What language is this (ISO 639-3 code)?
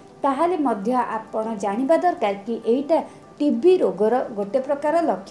ori